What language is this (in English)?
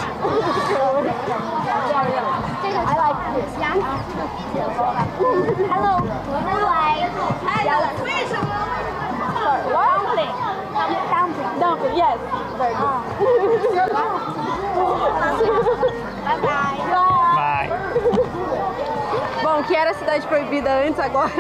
Portuguese